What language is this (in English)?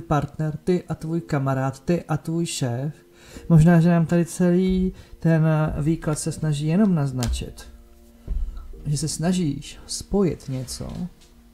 Czech